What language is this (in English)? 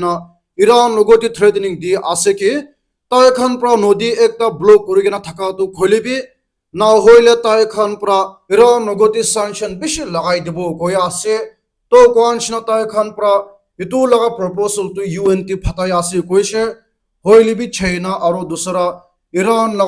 Naga Pidgin